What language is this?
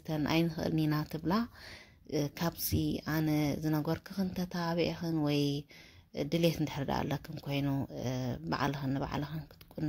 Tigrinya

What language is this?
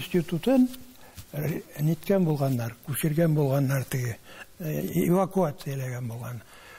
Tatar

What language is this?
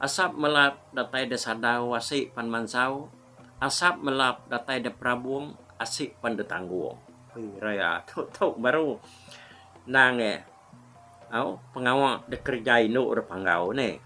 Iban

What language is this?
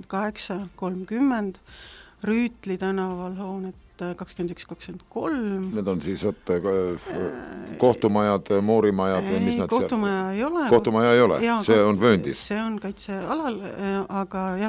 Estonian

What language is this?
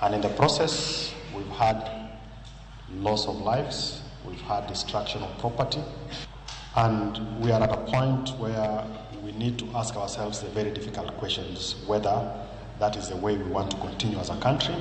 Luo (Kenya and Tanzania)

